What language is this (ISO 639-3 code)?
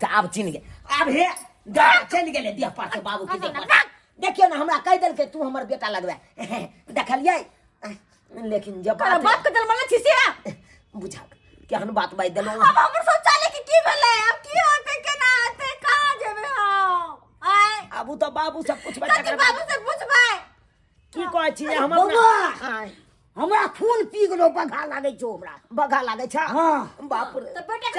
mai